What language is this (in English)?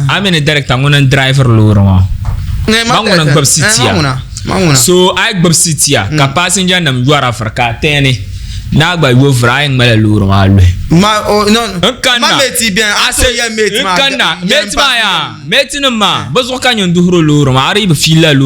Dagbani